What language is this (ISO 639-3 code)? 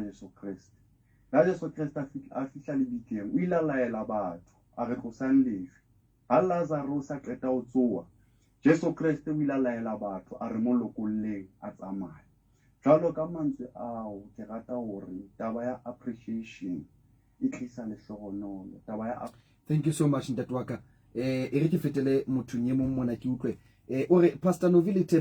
sot